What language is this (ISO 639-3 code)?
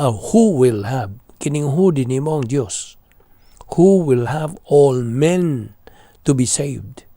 ceb